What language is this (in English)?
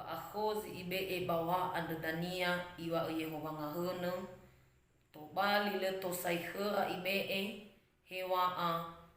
Nias